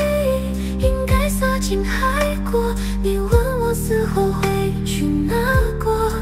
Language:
Chinese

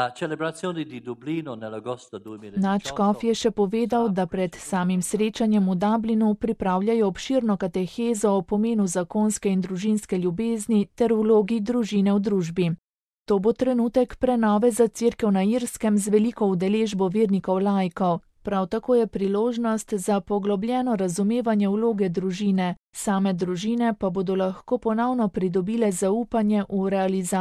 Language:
Slovenian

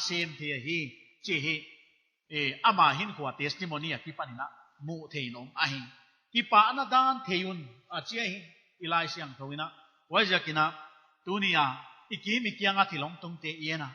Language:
Paite Chin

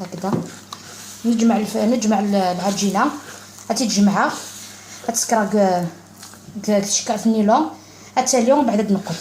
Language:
Algerian Arabic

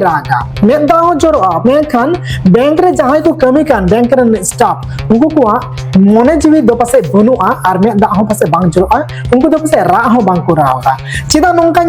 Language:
Santali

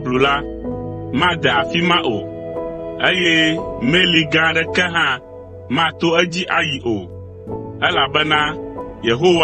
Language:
Ewe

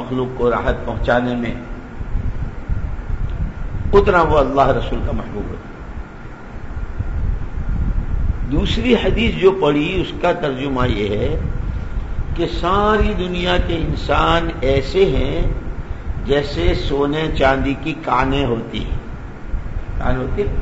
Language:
Urdu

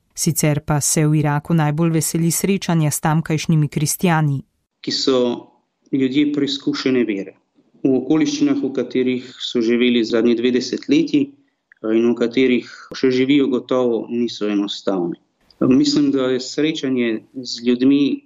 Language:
Slovenian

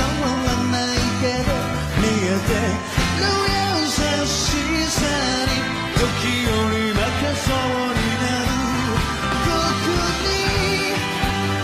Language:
Japanese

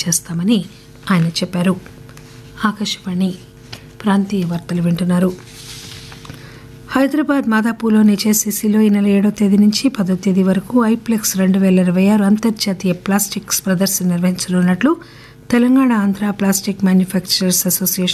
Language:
Telugu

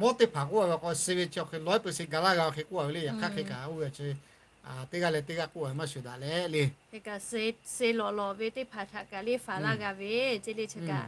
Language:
Lahu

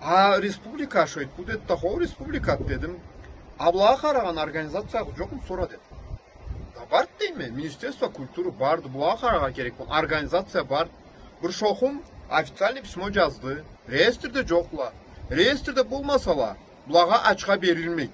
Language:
Karachay-Balkar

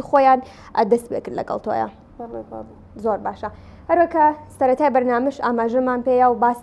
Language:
Central Kurdish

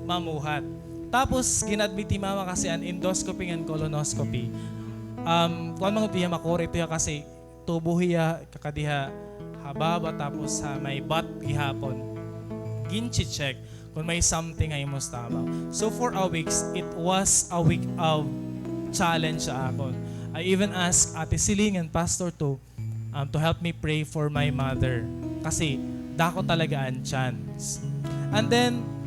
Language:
Waray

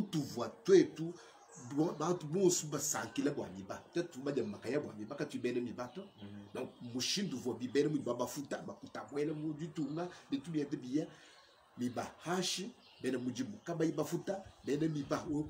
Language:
Luba-Lulua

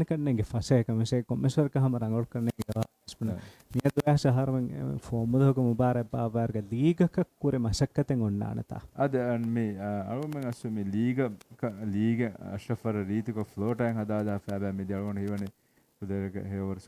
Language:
Divehi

